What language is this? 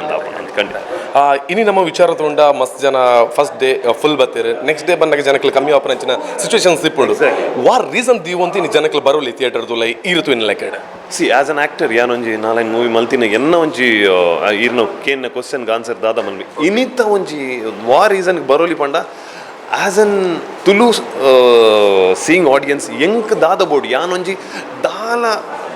Tulu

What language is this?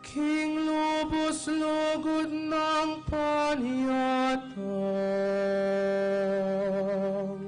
Pampanga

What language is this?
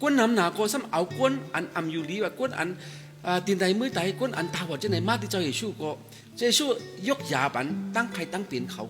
Shan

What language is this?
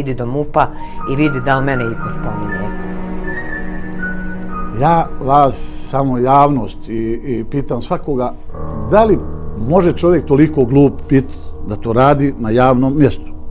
Bosnian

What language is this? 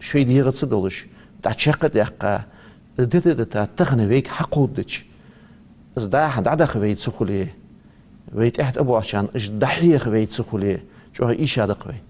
Ingush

